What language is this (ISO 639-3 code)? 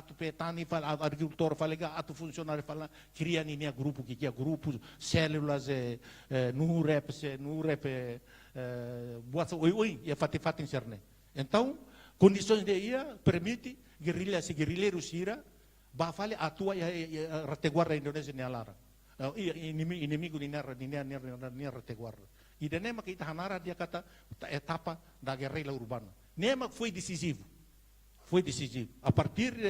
tet